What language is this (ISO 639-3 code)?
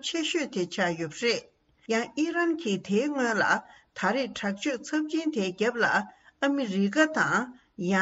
bod